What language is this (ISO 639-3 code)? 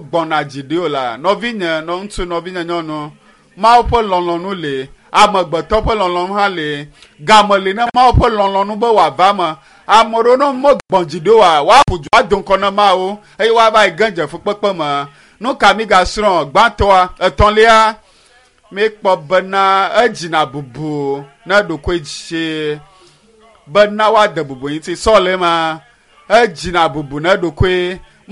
ewe